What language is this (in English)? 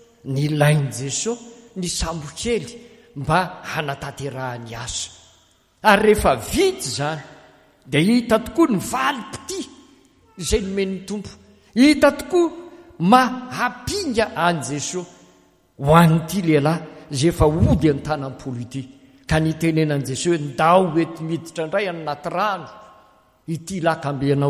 Malagasy